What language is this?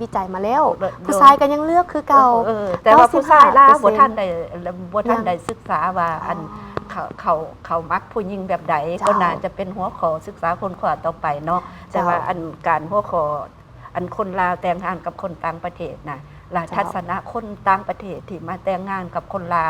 Lao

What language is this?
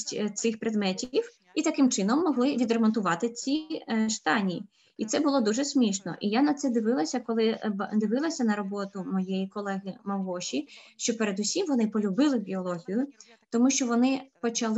Ukrainian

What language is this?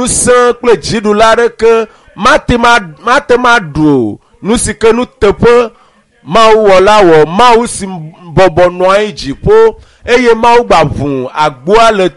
Ewe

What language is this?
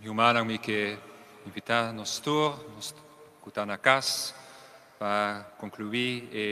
Papiamento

